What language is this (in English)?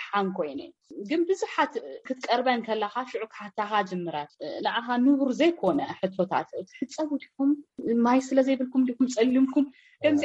Tigrinya